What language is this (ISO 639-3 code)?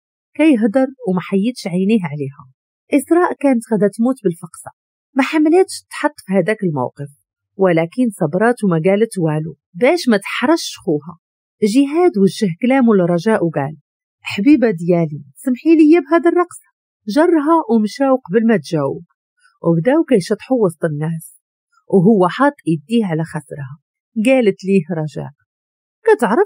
ary